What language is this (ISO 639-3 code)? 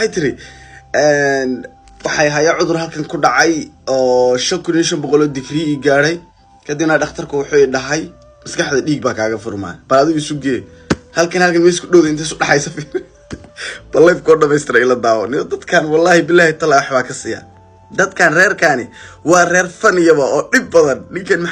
som